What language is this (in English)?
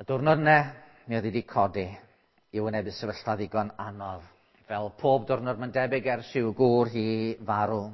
Welsh